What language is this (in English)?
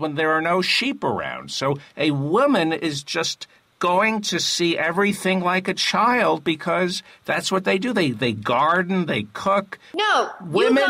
English